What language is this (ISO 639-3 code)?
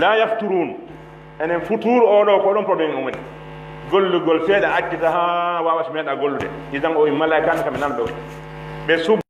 fuf